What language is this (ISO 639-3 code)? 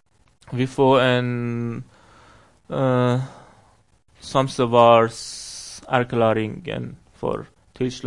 nor